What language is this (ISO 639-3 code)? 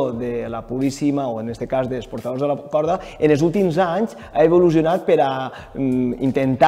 cat